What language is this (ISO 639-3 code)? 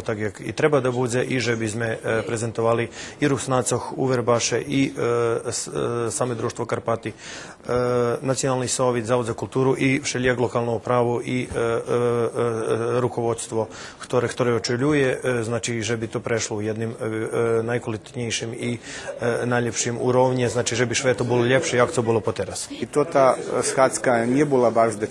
rue